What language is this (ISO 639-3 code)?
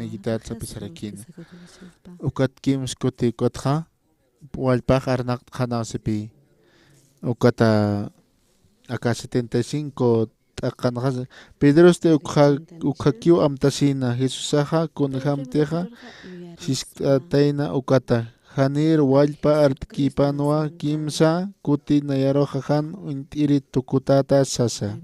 aym